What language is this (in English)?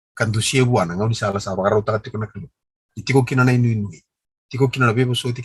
Fijian